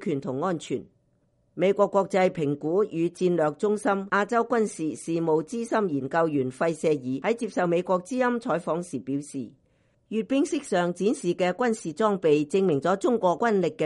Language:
Cantonese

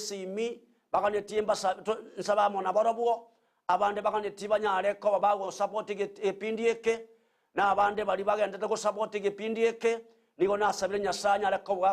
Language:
Gusii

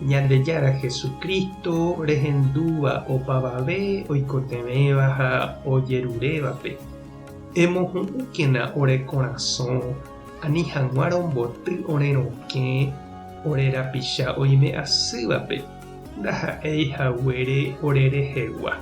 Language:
Guarani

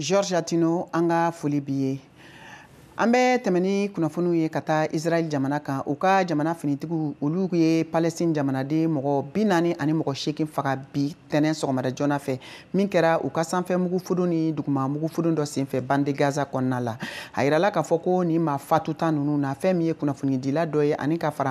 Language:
Bambara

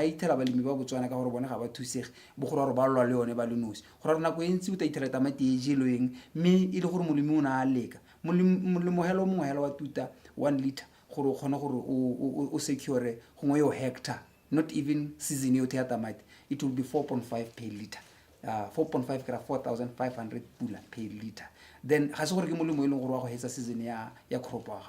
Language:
Tswana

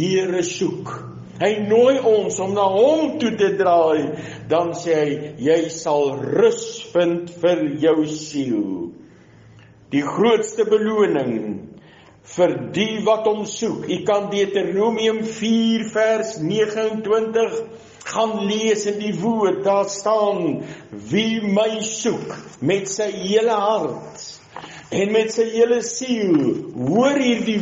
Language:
Afrikaans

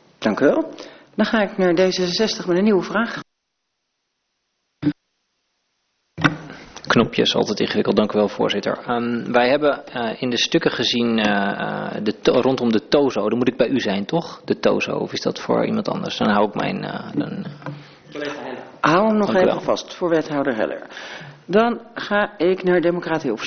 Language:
Dutch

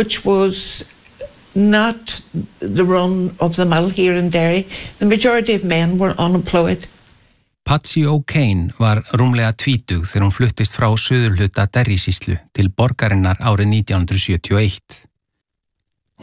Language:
Icelandic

